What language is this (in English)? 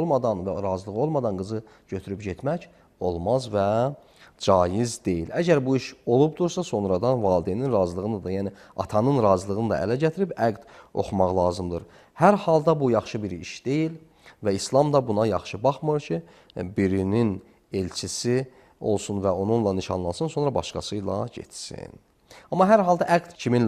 Azerbaijani